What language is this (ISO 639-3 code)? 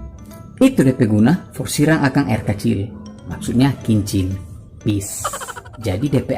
xmm